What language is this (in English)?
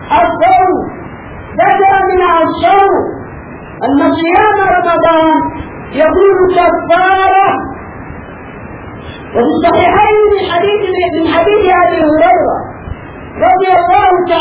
Arabic